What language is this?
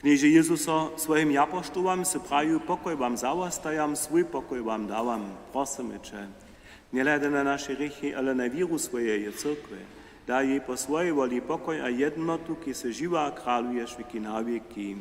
Upper Sorbian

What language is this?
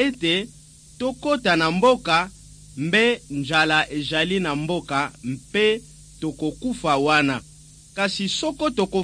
Lingala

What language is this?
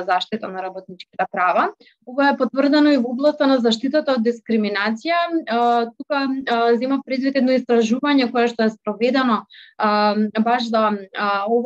Macedonian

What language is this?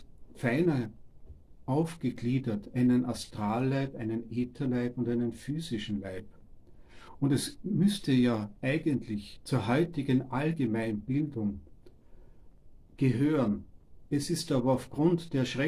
German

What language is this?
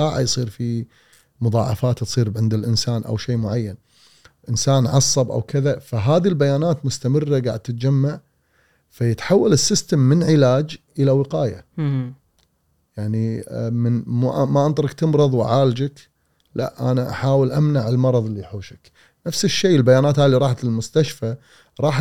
Gulf Arabic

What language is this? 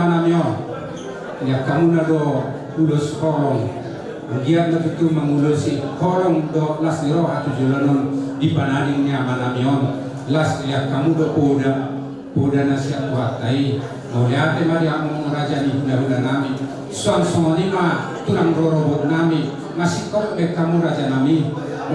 Batak Toba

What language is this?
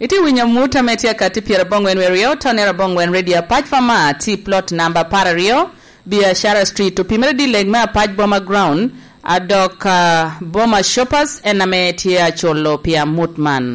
Lango (Uganda)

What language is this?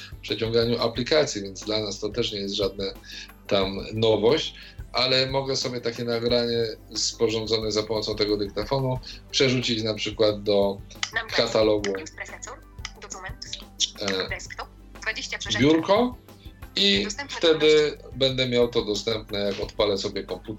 Polish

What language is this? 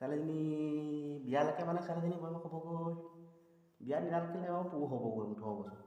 Assamese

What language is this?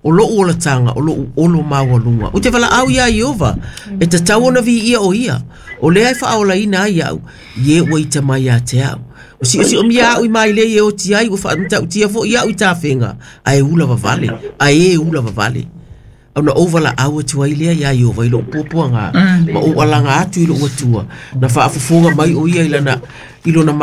Samoan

